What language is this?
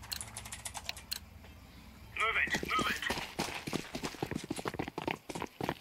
English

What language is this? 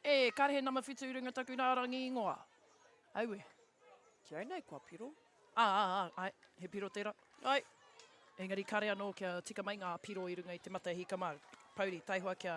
Māori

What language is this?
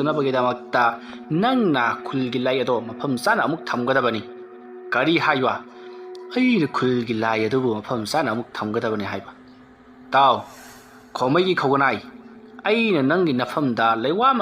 Manipuri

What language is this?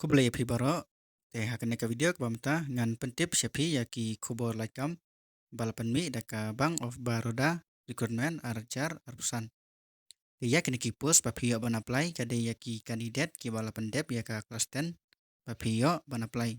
Khasi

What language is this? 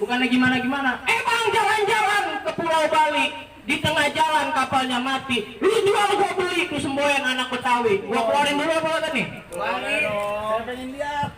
Betawi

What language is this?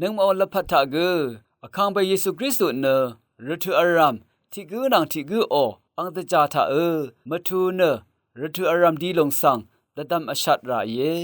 Rawang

